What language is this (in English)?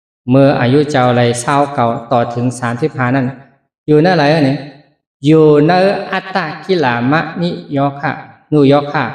Shan